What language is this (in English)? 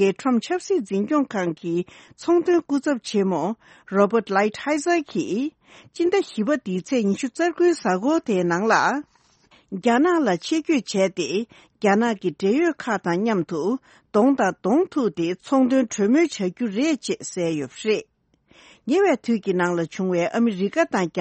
Tibetan